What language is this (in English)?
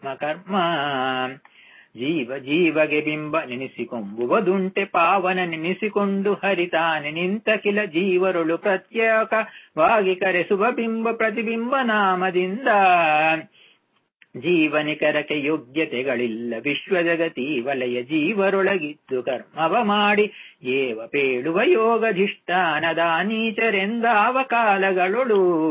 Kannada